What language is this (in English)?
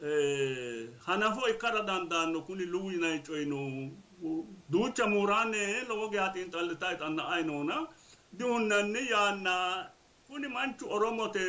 Sidamo